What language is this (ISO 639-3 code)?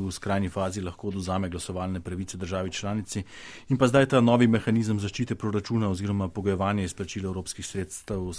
slv